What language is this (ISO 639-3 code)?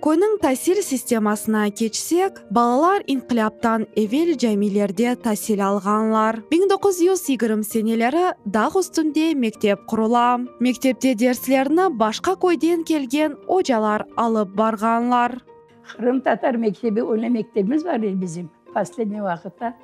crh